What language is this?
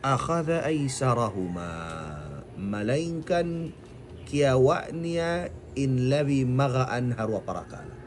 Tausug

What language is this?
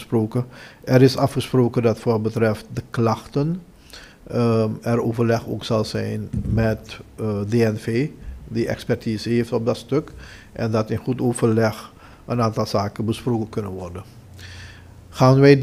Dutch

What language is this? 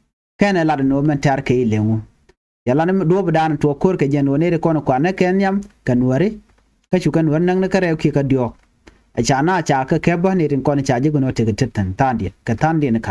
Nuer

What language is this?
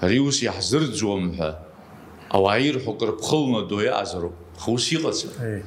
Abkhazian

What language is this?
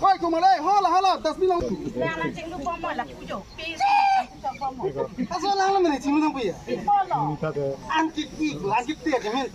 Karbi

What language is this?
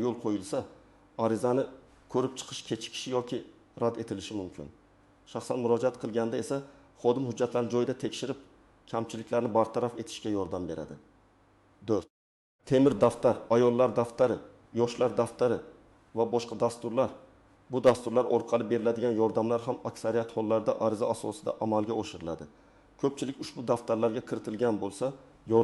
Uzbek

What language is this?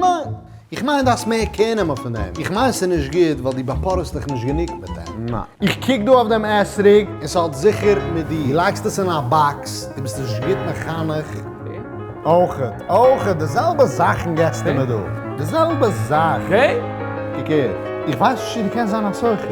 Yiddish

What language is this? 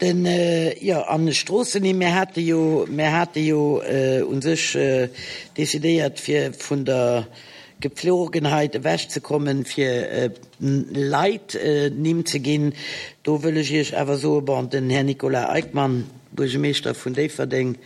Luxembourgish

